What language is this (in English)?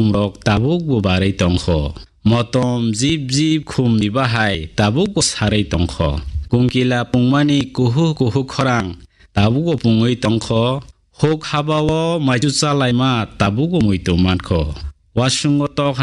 Kok Borok